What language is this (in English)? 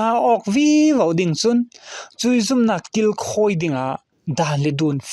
Falam Chin